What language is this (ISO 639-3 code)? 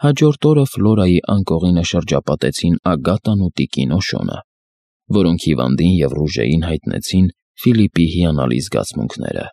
hye